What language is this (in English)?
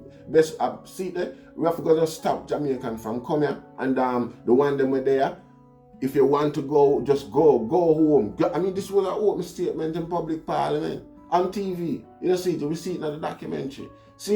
Jamaican Creole English